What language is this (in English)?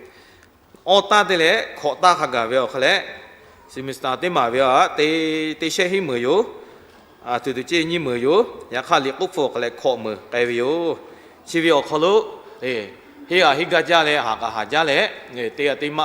Lahu